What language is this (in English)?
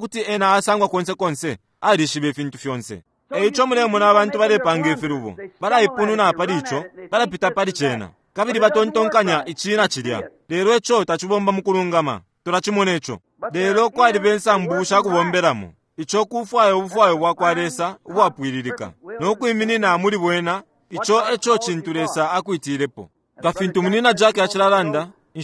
Bemba